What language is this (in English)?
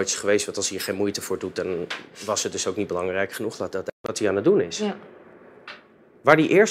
Dutch